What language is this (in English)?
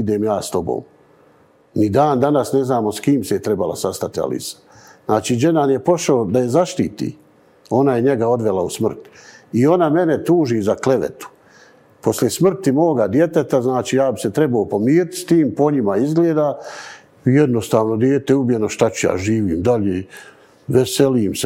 Bosnian